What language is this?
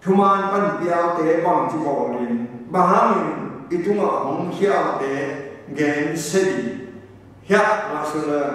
Tedim Chin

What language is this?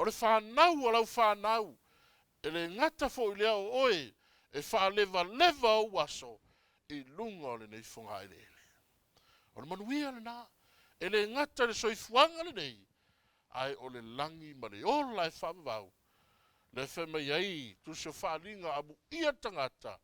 Samoan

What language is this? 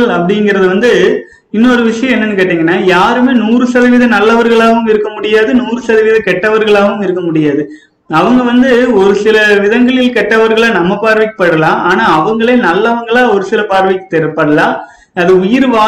Tamil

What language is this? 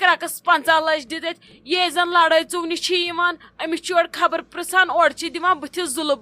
Kashmiri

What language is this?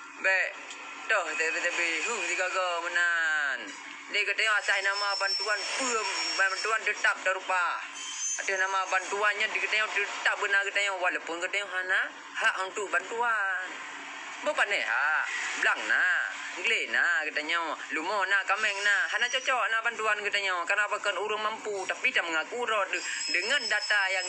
Achinese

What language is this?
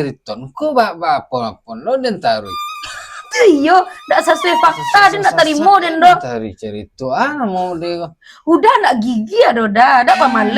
Minangkabau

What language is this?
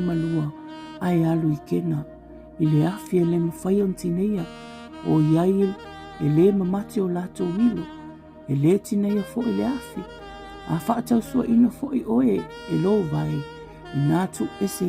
Samoan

